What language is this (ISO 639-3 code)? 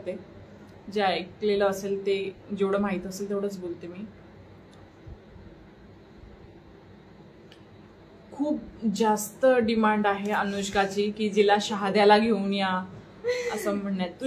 mar